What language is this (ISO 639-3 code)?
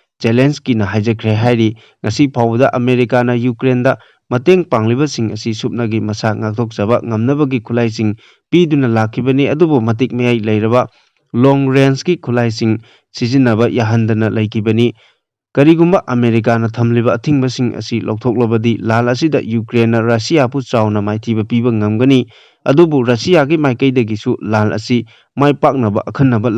mni